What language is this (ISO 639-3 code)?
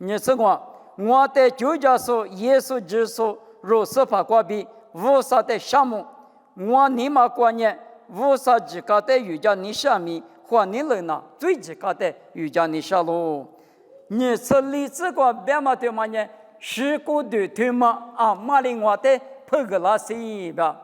lis